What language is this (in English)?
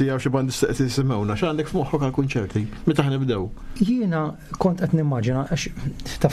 Maltese